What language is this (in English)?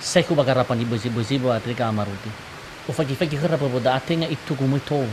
Nias